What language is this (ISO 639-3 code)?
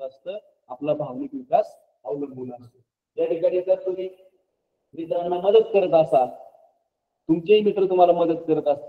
mar